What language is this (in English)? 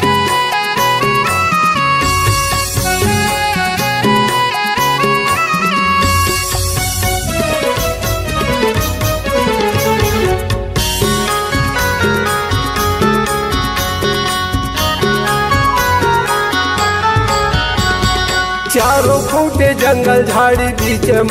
Chhattisgarhi